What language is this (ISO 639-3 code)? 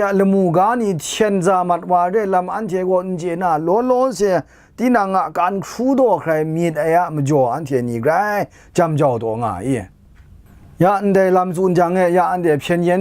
kac